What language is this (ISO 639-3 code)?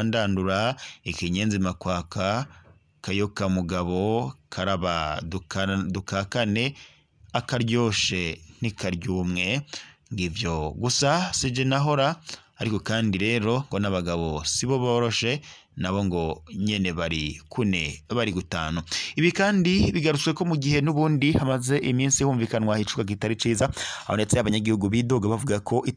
run